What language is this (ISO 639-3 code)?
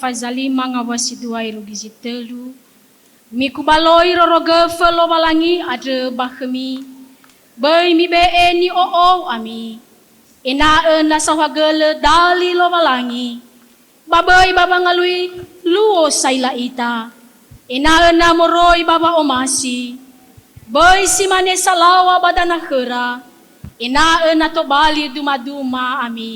nia